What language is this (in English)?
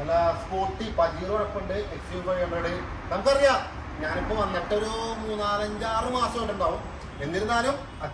Malayalam